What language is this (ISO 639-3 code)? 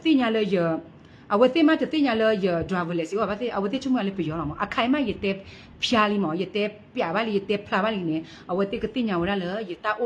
ksw